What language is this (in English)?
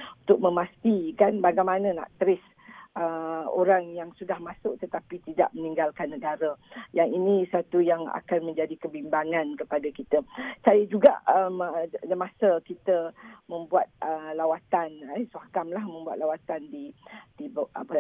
Malay